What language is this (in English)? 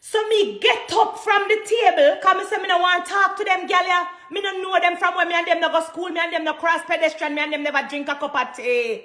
Jamaican Creole English